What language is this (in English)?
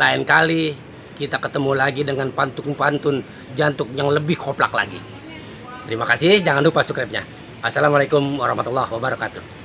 Betawi